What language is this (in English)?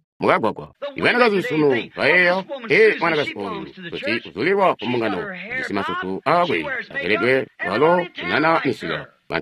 Tonga (Zambia)